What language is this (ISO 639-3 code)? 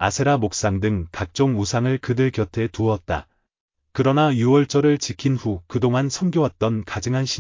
kor